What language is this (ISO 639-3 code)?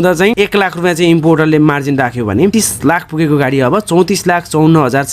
nep